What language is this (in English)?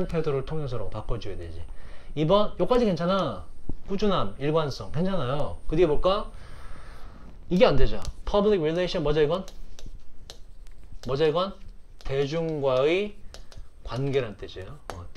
Korean